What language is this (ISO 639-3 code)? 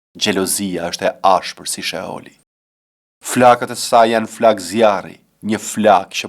sqi